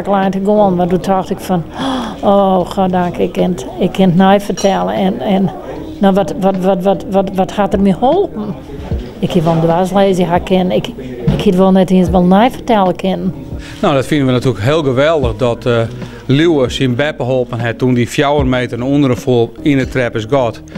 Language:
Western Frisian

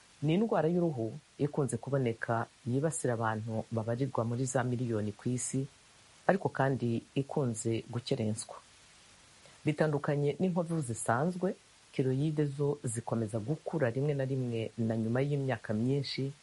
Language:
Kinyarwanda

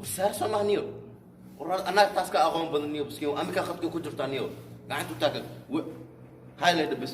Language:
Somali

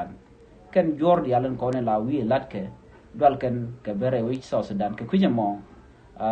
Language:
Nuer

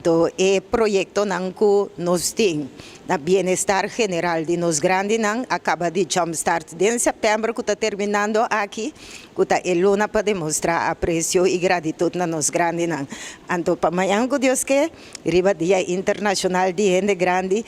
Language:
Papiamento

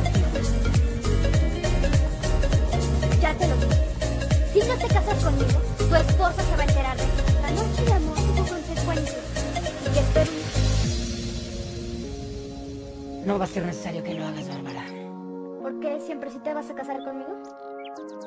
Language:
Spanish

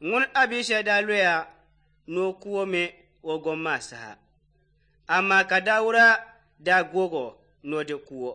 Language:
Dagbani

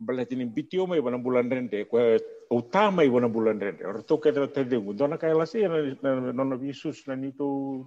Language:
Fijian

